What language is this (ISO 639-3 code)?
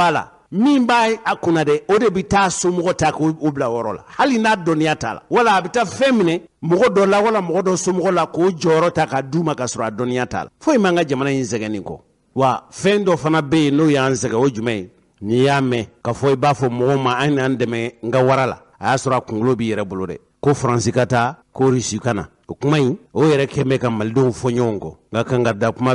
bam